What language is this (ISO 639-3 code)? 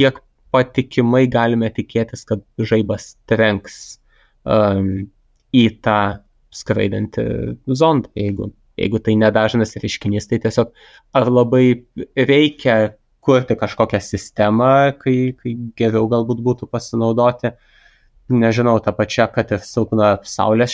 lit